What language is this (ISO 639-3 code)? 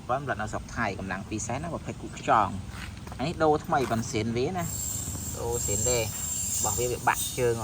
khm